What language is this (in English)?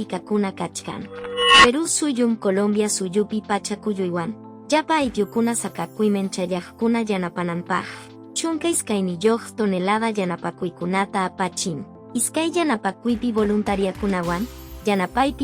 Quechua